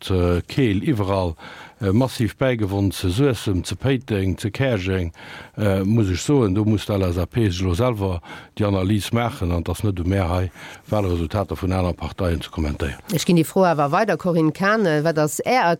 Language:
Luxembourgish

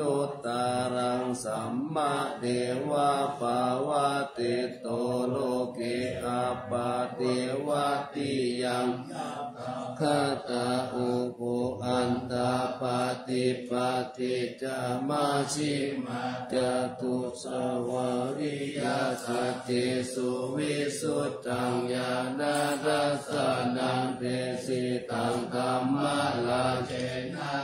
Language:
Pali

